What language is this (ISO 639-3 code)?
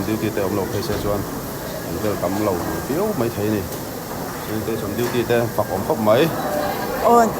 lus